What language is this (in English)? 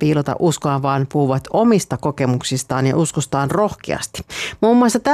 Finnish